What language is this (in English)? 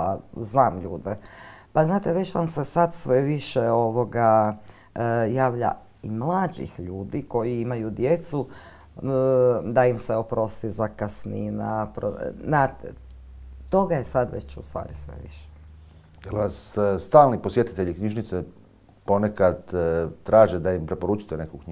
Croatian